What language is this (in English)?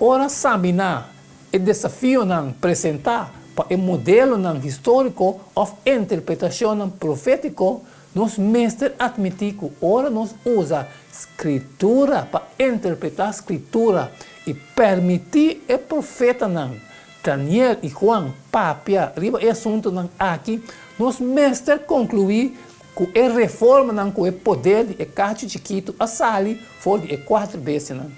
Papiamento